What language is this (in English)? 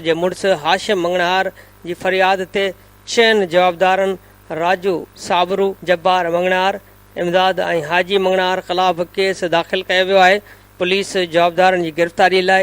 Sindhi